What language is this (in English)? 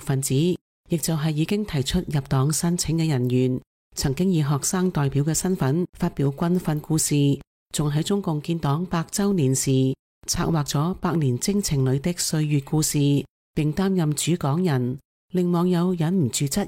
Cantonese